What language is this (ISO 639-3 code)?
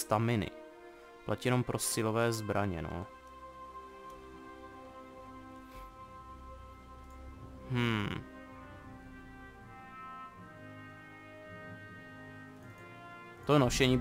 ces